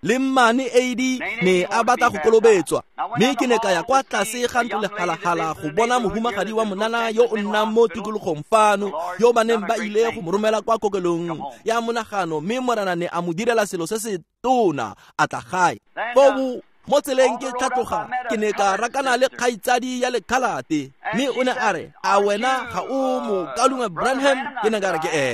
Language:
Tswana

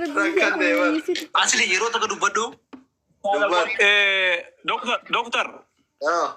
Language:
Oromo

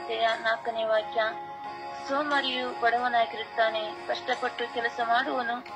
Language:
Kannada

